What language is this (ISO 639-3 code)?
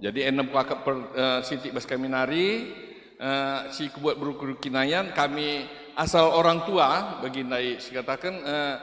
btx